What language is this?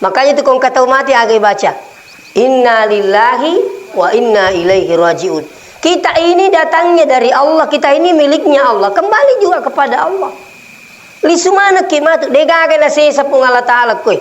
Buginese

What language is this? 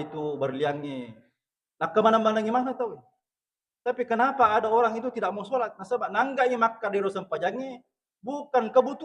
Buginese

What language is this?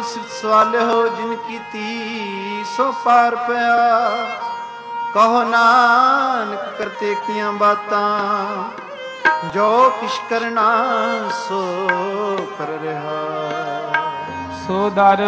Punjabi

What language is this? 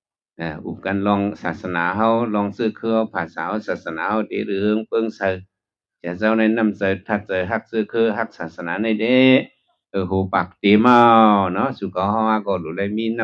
Shan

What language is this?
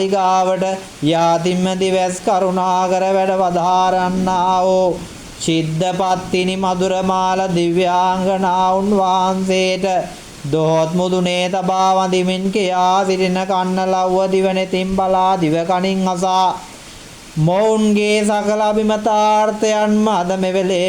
Sinhala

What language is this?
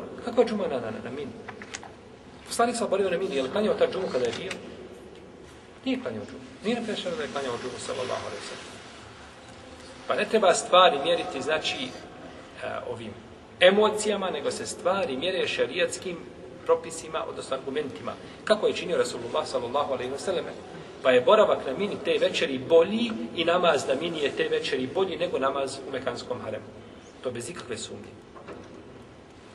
Bosnian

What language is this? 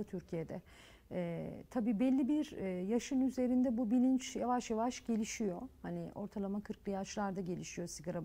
Turkish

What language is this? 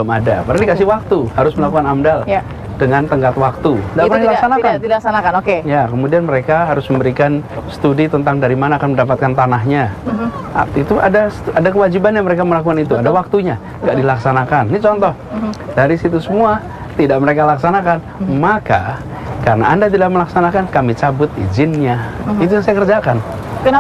Indonesian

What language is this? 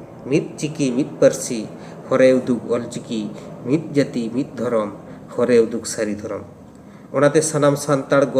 Santali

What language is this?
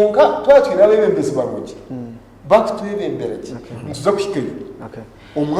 Nyankole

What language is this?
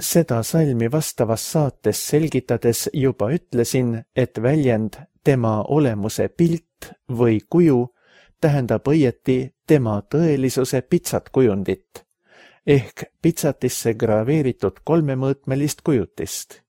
Estonian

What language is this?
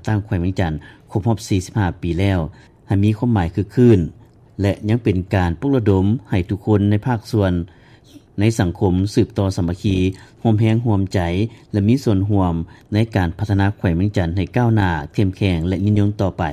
Lao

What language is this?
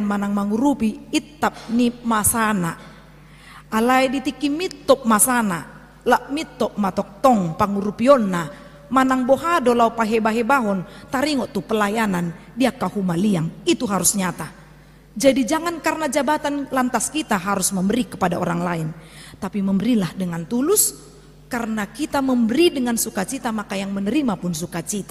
Batak Toba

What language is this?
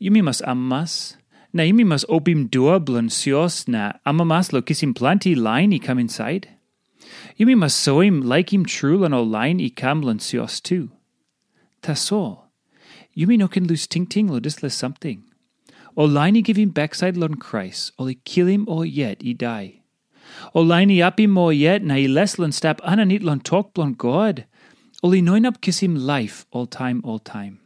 Tok Pisin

